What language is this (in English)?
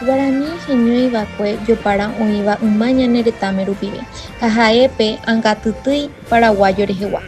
Guarani